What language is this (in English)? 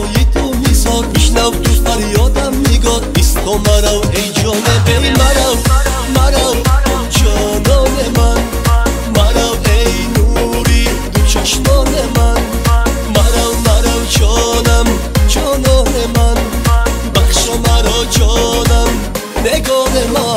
Persian